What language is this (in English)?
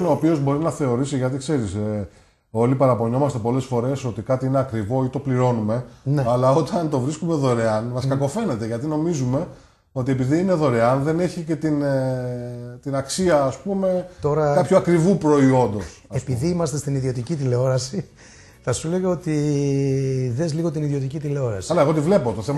Greek